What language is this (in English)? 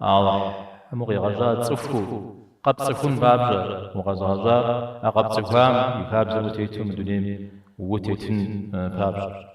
Kabardian